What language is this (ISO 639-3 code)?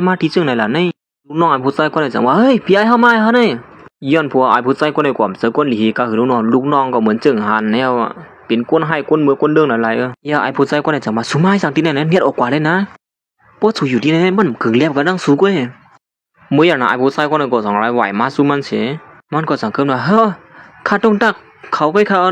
shn